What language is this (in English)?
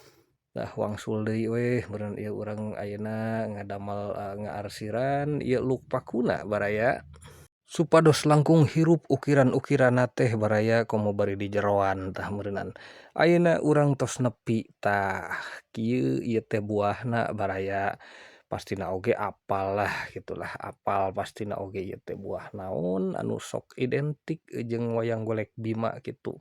Sundanese